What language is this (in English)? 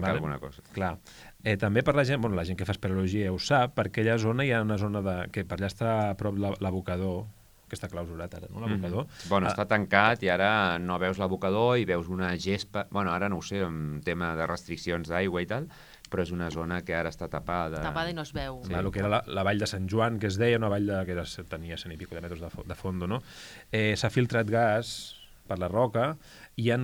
Catalan